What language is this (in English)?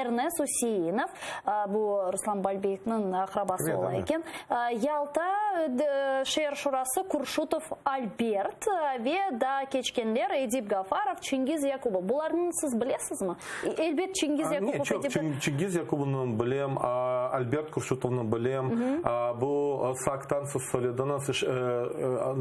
Crimean Tatar